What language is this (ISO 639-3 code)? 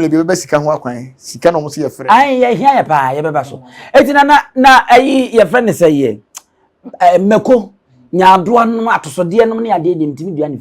aka